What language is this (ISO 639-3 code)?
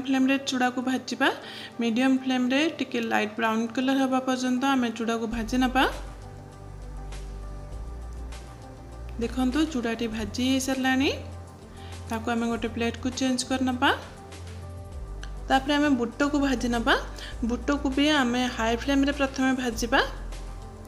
ori